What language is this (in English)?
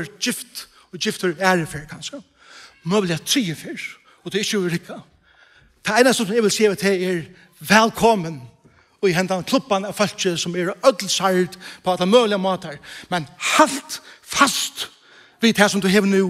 Faroese